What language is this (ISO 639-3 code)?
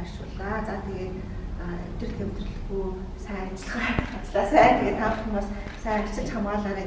mon